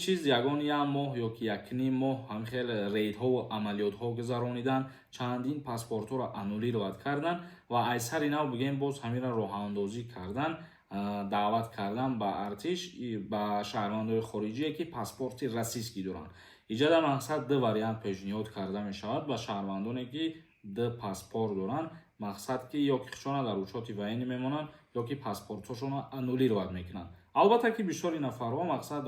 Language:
Tajik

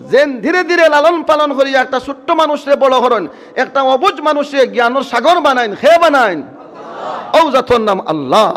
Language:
Sylheti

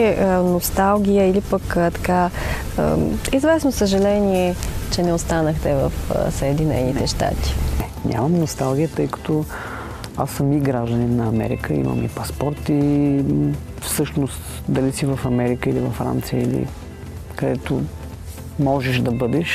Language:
Bulgarian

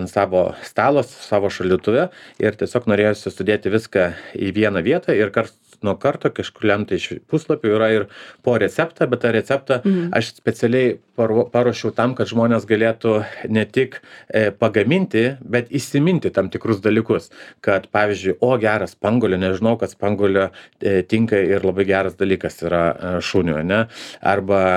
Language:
Lithuanian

